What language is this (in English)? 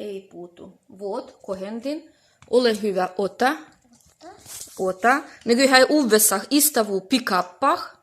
Livvi